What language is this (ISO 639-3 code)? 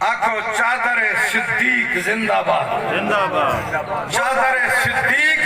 skr